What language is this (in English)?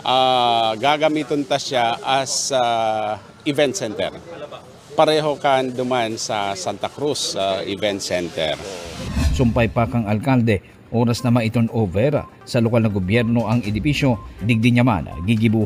Bikol